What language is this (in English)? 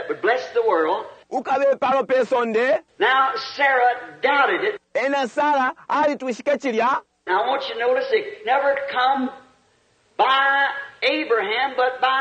Bemba